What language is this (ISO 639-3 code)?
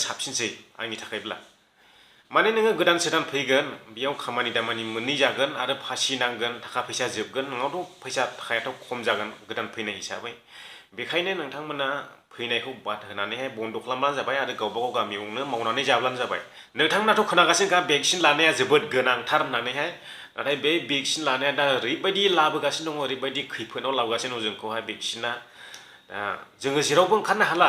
brx